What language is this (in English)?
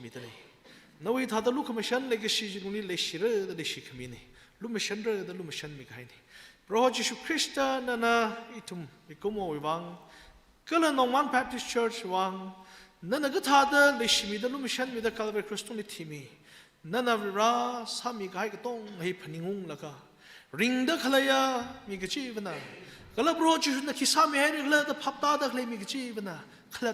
Tangkhul Naga (India)